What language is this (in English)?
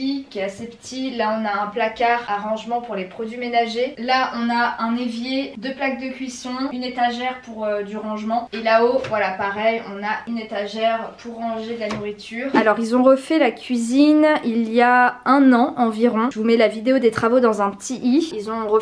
French